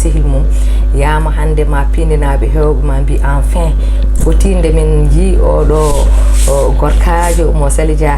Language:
Fula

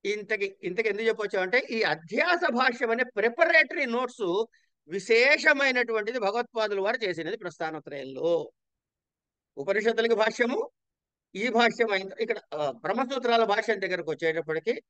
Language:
Telugu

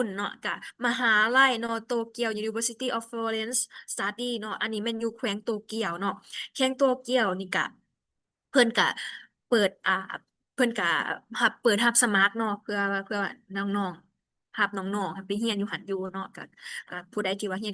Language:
Lao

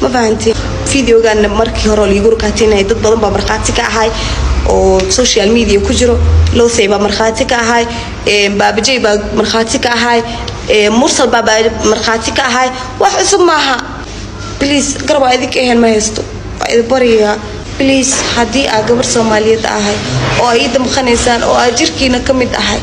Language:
Somali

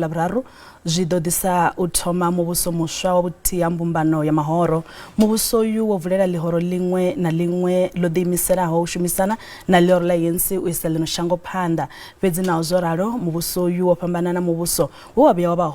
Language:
Venda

